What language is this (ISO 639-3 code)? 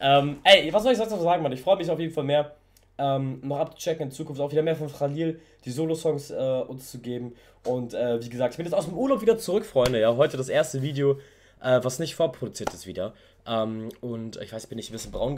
deu